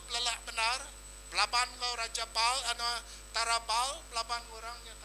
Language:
Iban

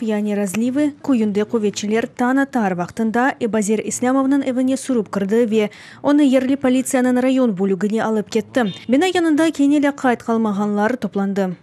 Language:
Crimean Tatar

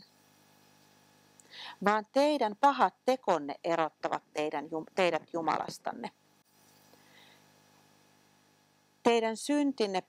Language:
Finnish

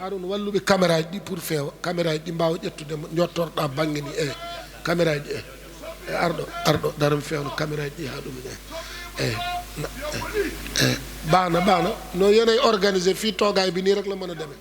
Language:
Fula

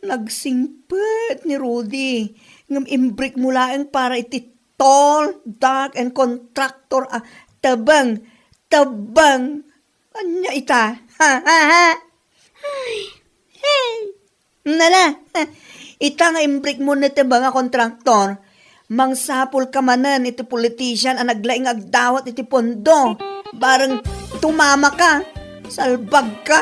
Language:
Iloko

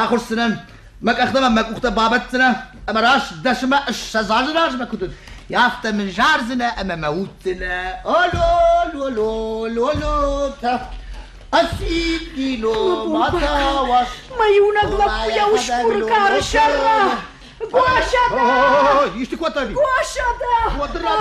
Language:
Ossetic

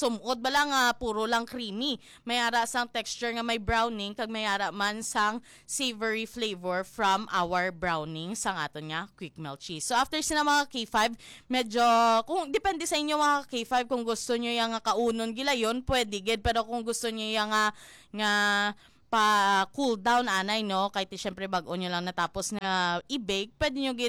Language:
Hiligaynon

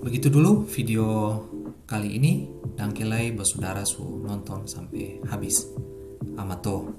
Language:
Ambonese Malay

